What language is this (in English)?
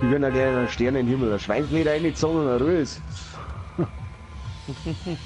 Bavarian